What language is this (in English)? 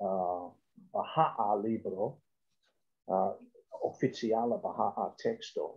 Esperanto